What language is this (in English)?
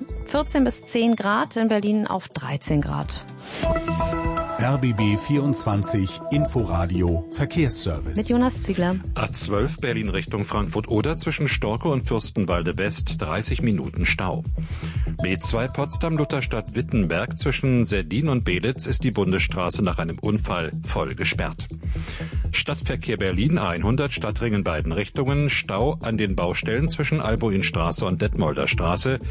German